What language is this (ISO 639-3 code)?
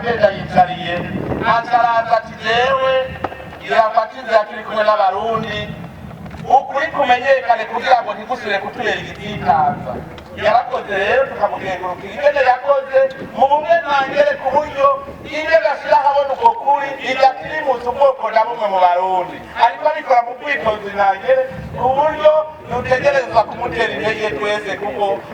run